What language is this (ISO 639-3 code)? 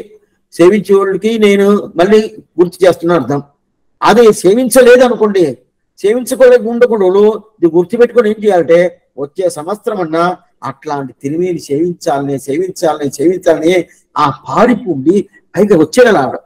tel